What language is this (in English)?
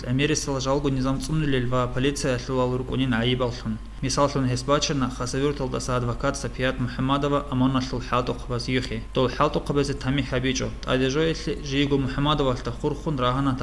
Avaric